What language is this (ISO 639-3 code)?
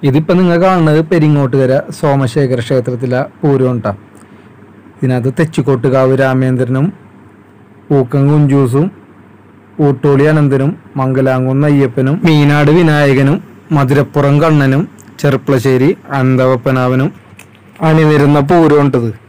mal